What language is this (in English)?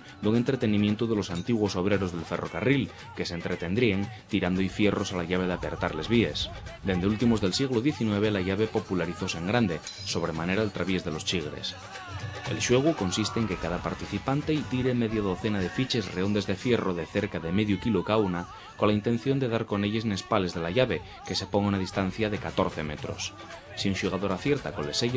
Asturian